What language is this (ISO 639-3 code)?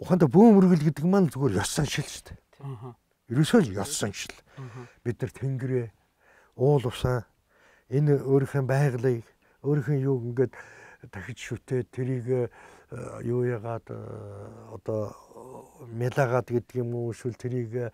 mon